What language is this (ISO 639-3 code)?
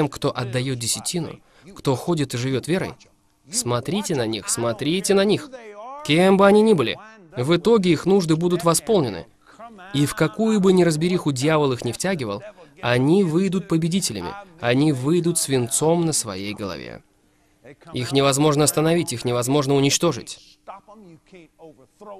rus